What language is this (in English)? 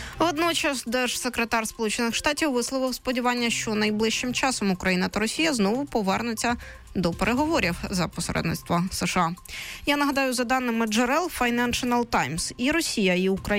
Ukrainian